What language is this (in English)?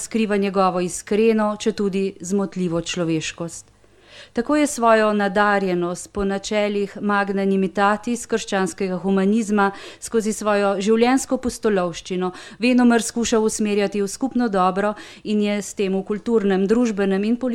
Slovenian